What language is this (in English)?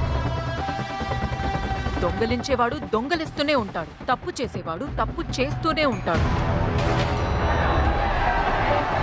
Telugu